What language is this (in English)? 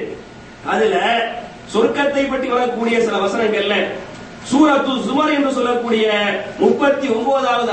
Tamil